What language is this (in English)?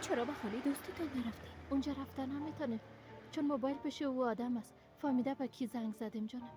Persian